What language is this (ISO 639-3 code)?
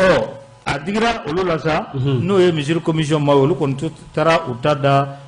bam